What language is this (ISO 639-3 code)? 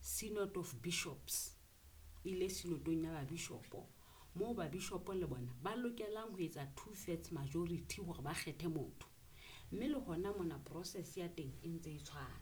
sot